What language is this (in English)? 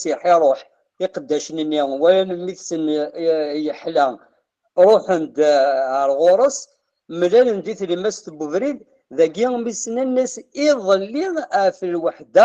Kabyle